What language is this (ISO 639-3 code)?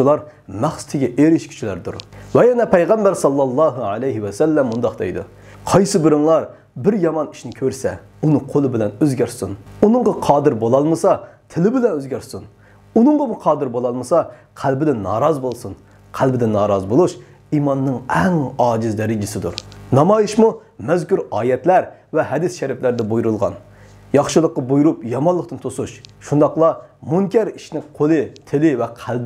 uig